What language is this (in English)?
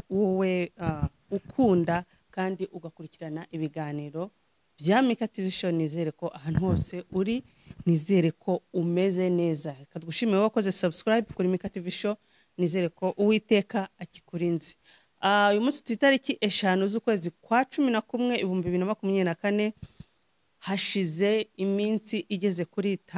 Kinyarwanda